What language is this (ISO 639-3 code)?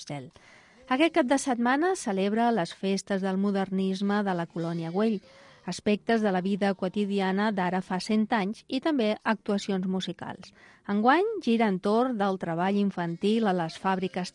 cat